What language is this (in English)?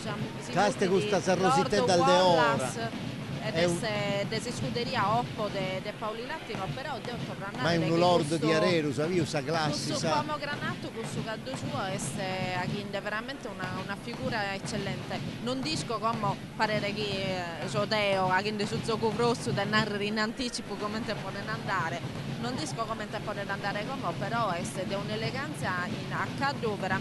Sardinian